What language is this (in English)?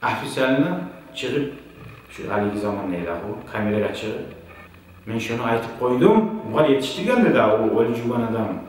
Kumyk